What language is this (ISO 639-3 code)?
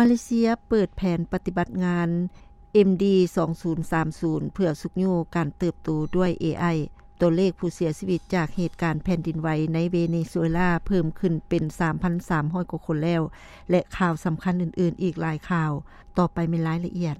lao